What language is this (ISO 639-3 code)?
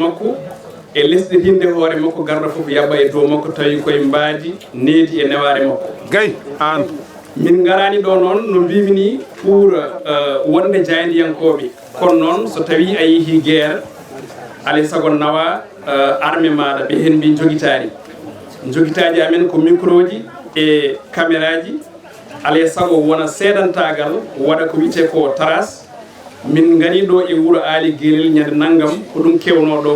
ful